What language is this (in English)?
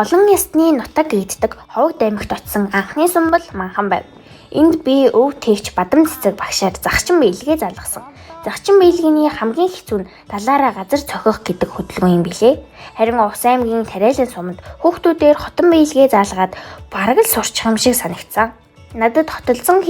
Mongolian